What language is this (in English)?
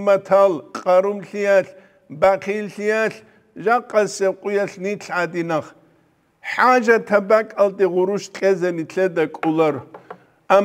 Avaric